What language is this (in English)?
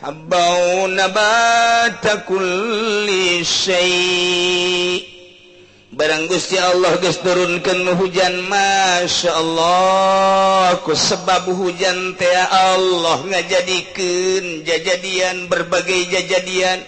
Sundanese